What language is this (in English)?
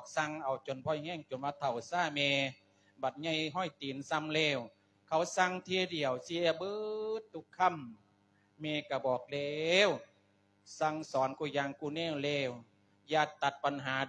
Lao